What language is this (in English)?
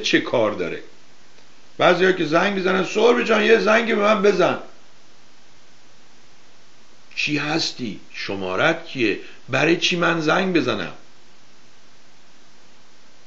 Persian